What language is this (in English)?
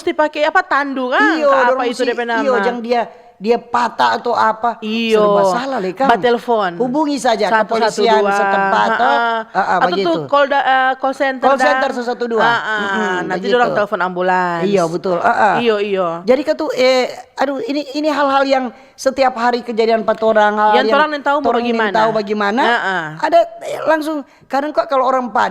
Manado Malay